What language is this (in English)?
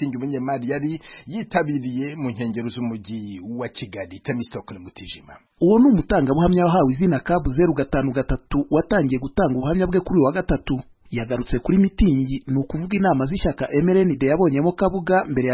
Kinyarwanda